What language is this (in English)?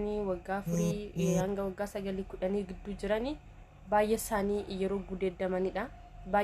Oromo